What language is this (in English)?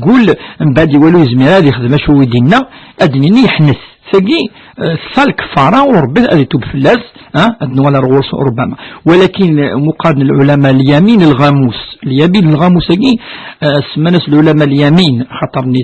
Kabyle